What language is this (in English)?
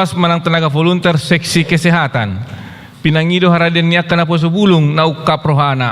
Batak Toba